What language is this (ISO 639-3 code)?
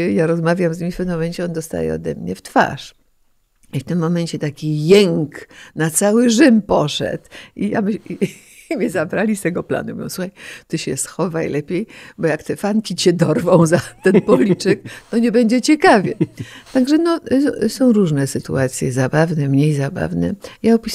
pol